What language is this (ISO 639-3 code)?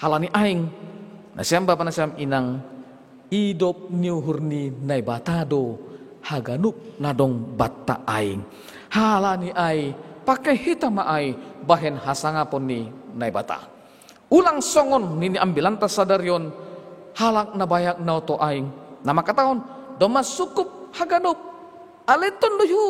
bts